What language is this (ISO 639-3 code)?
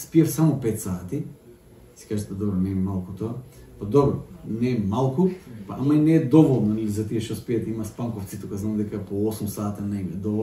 mkd